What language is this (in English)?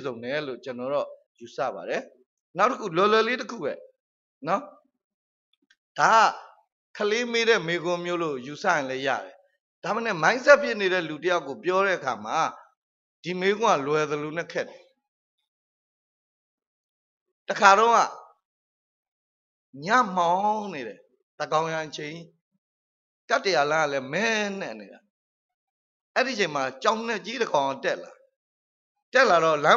Burmese